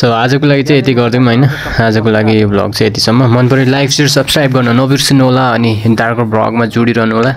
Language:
Nepali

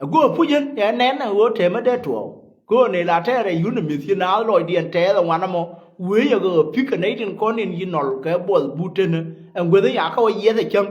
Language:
Nuer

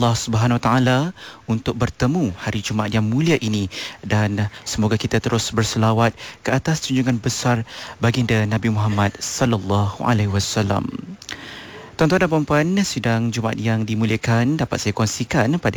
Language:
Malay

